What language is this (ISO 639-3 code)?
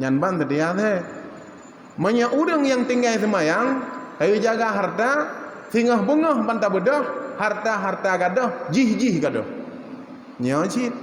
ace